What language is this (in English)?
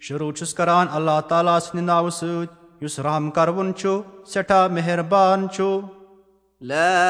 Kashmiri